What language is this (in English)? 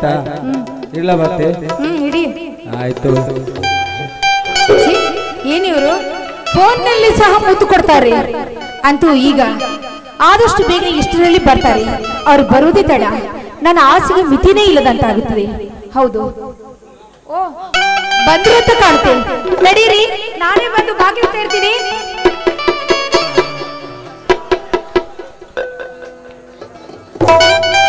Kannada